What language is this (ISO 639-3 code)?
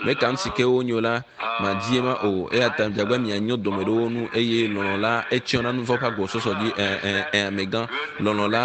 ewe